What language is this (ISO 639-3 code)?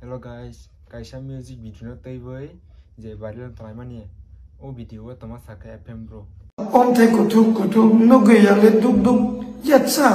trp